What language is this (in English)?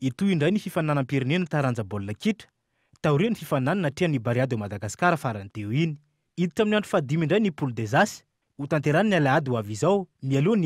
Malagasy